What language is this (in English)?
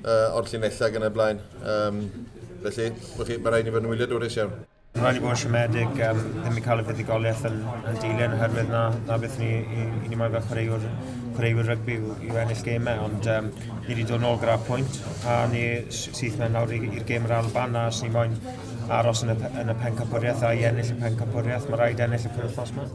Welsh